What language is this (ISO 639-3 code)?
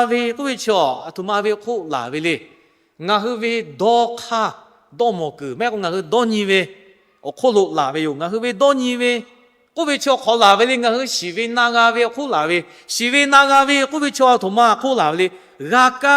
lhu